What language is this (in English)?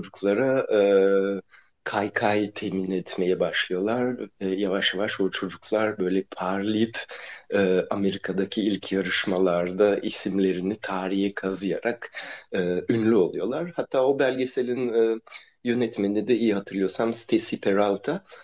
Turkish